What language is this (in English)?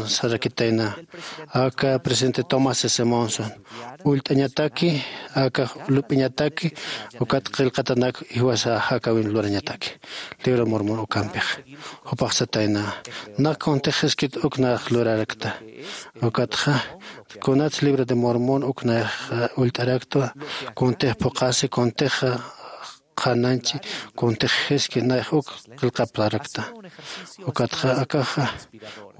Aymara